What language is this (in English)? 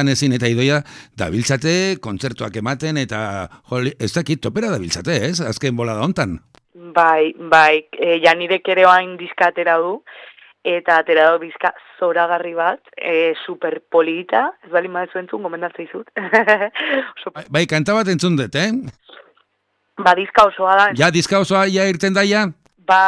Basque